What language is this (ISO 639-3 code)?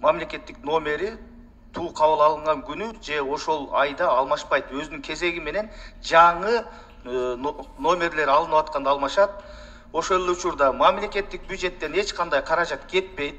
kir